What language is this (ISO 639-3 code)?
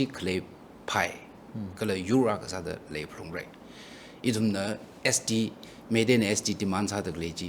nmf